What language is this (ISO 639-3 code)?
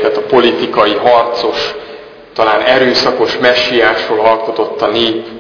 hun